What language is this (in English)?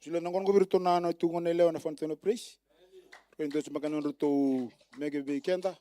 Fijian